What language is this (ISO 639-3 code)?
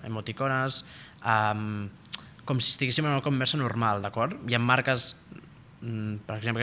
cat